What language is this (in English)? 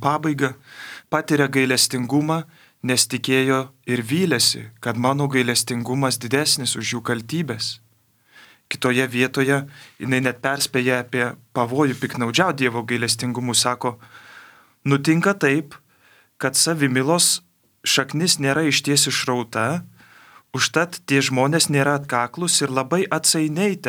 Lithuanian